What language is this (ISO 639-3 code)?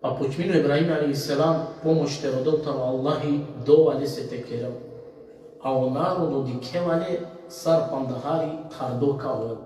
rmn